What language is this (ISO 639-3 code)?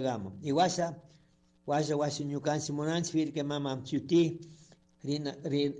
qug